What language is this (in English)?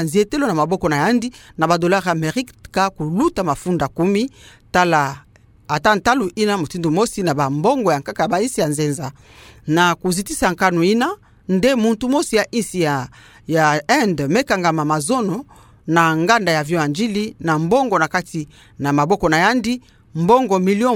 Kituba (Democratic Republic of Congo)